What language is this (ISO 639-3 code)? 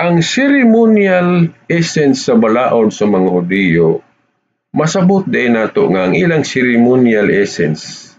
ceb